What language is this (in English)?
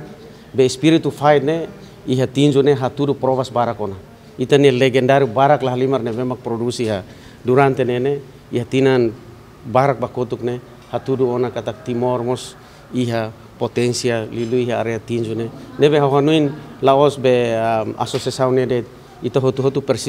Tetum